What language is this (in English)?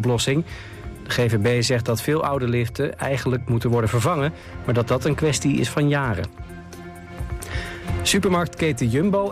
Dutch